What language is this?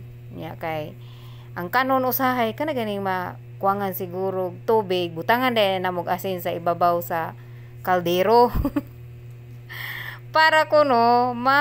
Cebuano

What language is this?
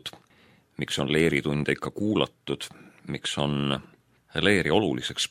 Estonian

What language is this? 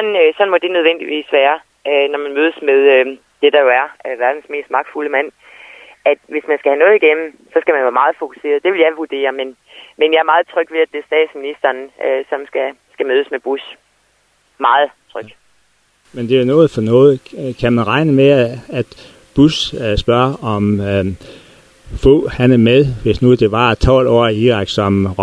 Danish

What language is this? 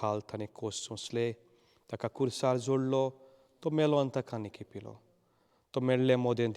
Konkani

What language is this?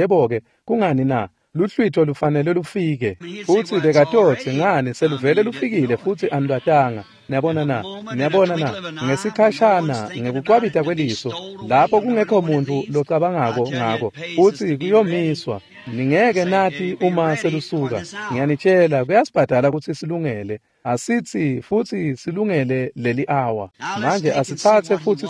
Swati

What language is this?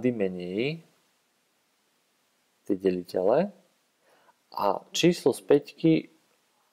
Slovak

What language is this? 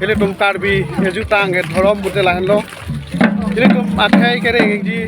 Karbi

